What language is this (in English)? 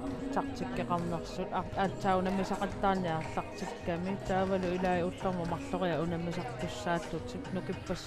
Kalaallisut